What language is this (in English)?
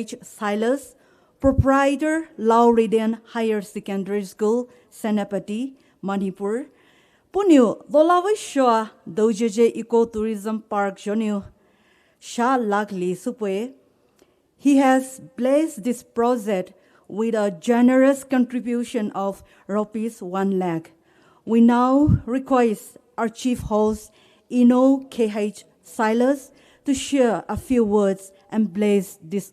Poumei Naga